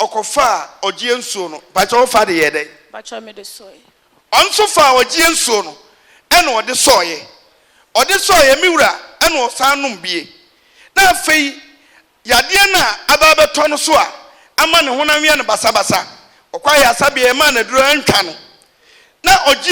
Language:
Akan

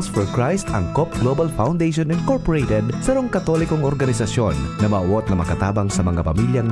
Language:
Bikol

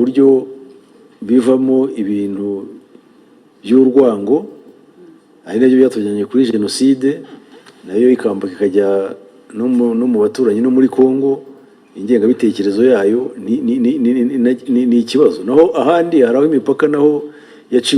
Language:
Kinyarwanda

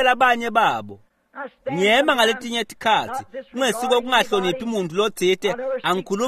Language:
Swati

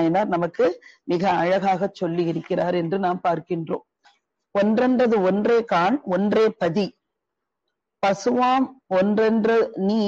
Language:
Tamil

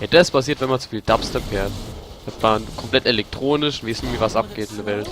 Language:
Palatine German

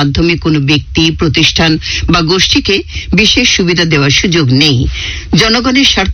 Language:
Bangla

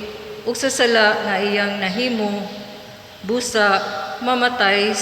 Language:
Cebuano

